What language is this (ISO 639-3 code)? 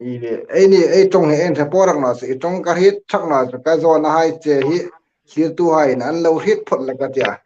hmr